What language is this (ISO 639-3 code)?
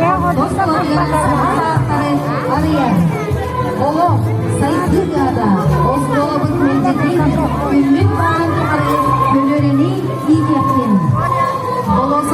sah